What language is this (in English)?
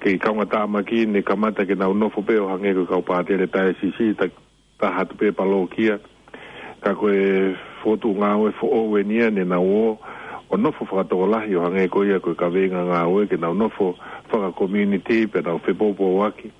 Tongan